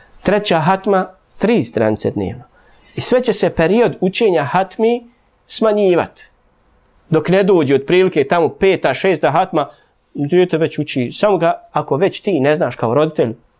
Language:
Bosnian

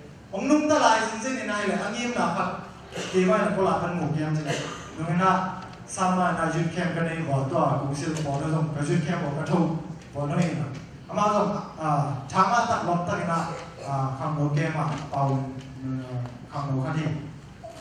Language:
Tedim Chin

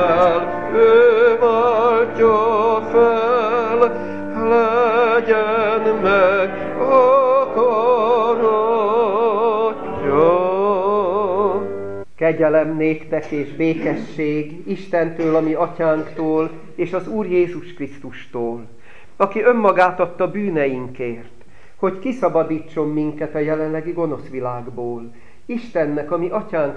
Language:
Hungarian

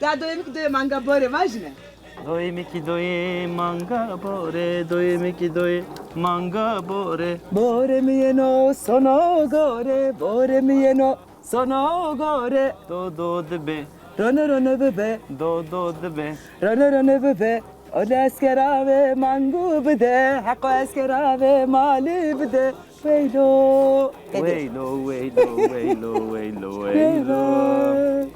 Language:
Zaza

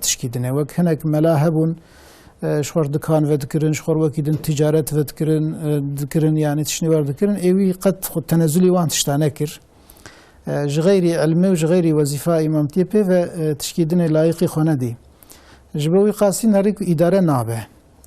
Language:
Kurdish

